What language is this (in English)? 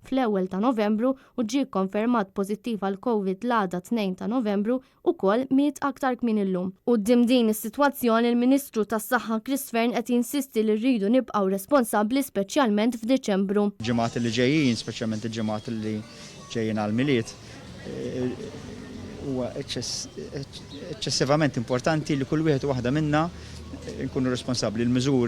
Maltese